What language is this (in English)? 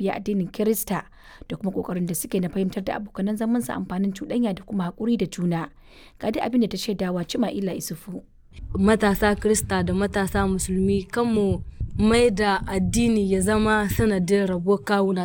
Hausa